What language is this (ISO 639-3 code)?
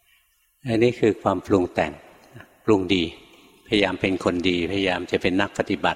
tha